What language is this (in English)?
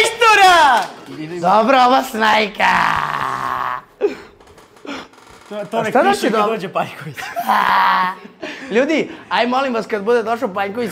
Serbian